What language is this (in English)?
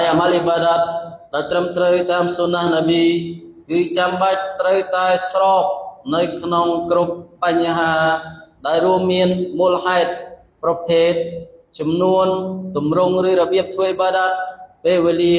Khmer